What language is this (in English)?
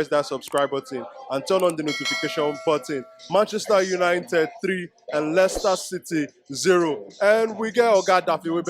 Nigerian Pidgin